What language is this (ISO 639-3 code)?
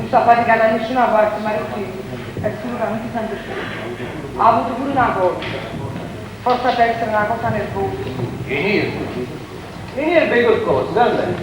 nap